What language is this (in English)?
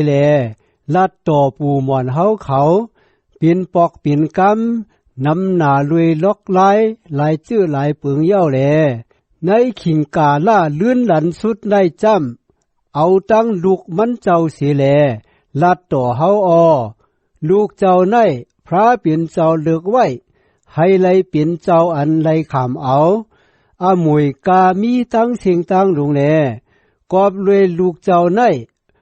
Shan